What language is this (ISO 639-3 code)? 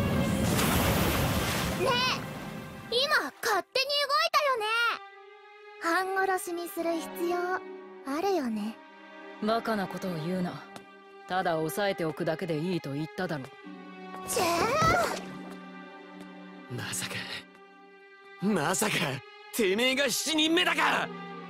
jpn